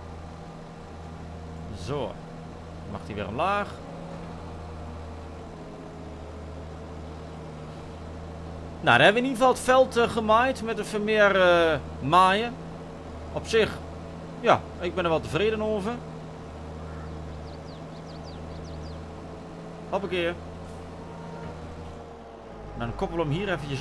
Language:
Dutch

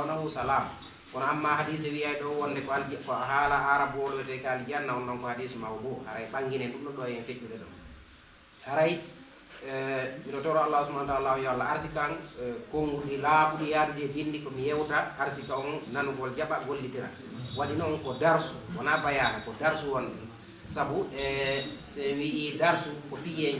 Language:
Fula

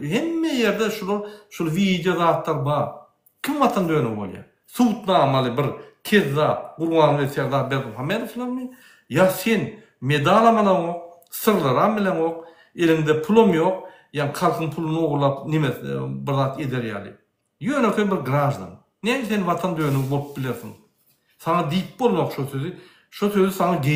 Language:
Turkmen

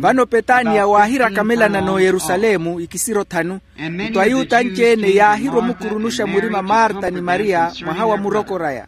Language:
Makhuwa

